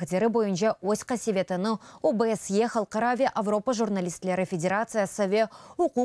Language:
Crimean Tatar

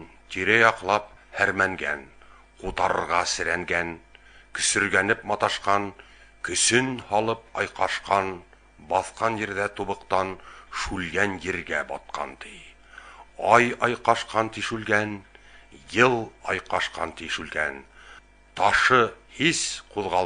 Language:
Bashkir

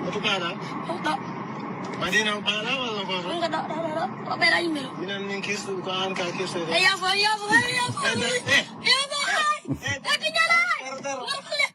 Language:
Pular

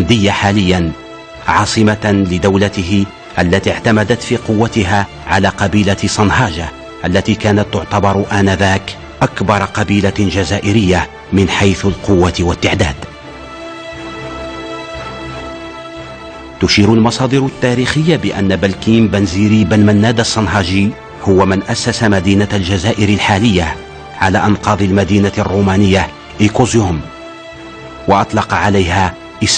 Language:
Arabic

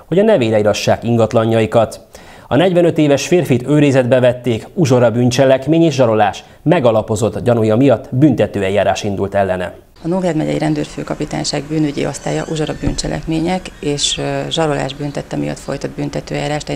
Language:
Hungarian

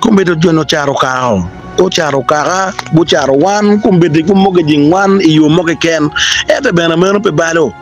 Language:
Acoli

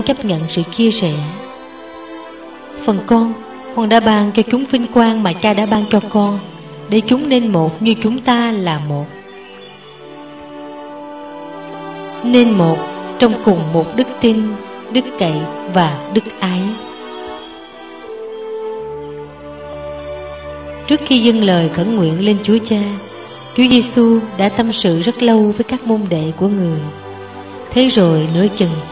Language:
Vietnamese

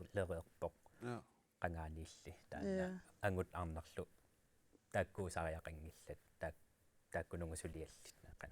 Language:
Kalaallisut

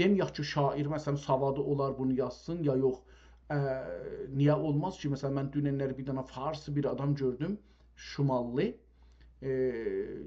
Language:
South Azerbaijani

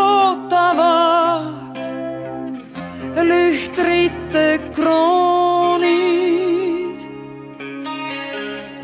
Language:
Estonian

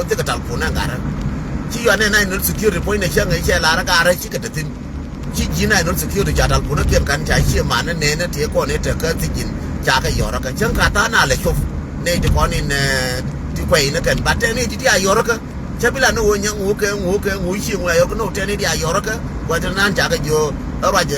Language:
Nuer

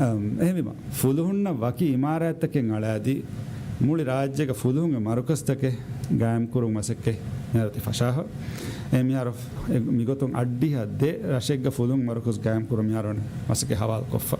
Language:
Divehi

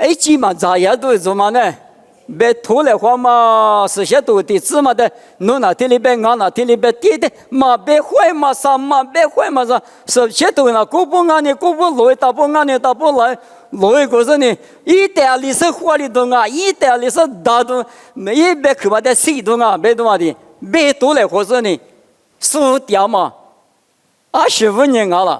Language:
Lisu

